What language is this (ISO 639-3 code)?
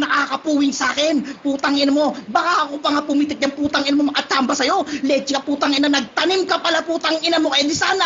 fil